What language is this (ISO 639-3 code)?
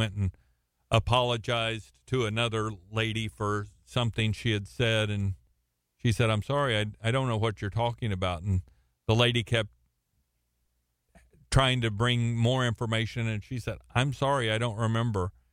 eng